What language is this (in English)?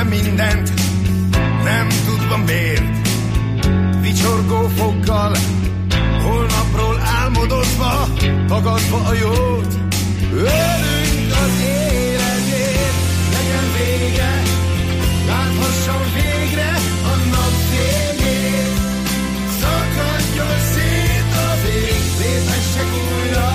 Hungarian